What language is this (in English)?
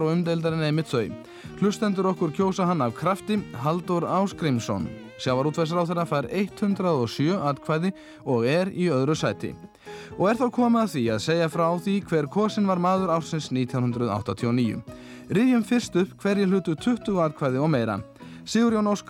Icelandic